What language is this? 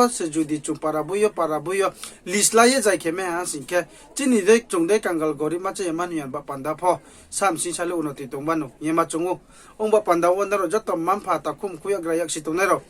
Riang (India)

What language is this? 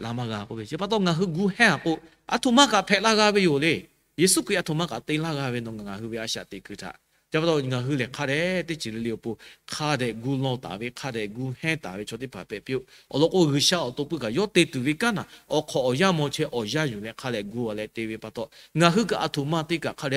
Lahu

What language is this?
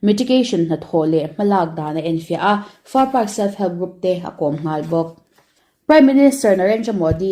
Mizo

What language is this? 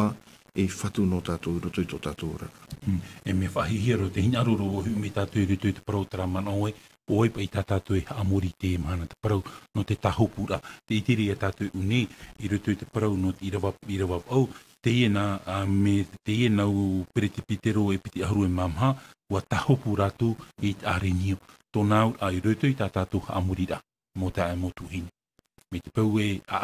Tahitian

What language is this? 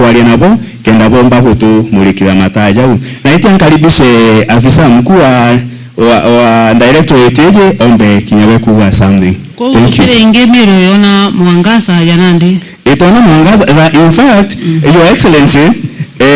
Meru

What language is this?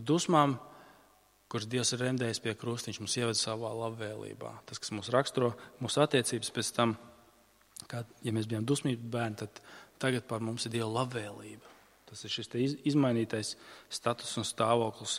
Latvian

